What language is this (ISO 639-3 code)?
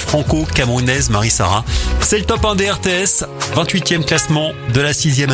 fra